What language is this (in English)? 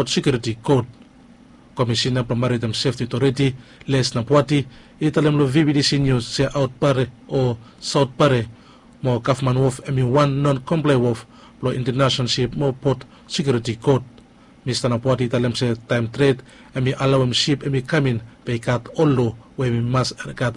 Bislama